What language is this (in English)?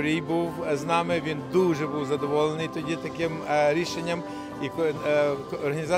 Ukrainian